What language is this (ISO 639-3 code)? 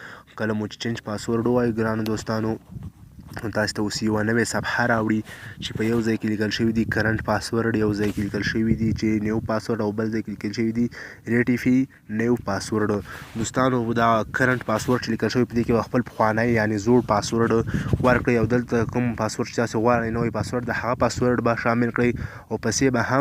pus